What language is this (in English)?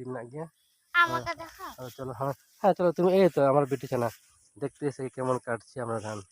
Santali